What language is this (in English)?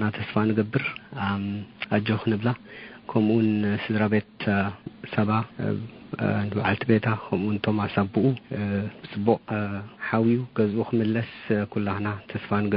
Tigrinya